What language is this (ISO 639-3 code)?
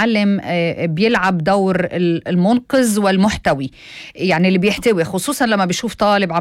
apc